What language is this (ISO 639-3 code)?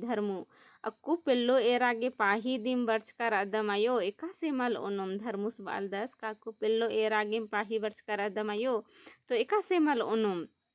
kru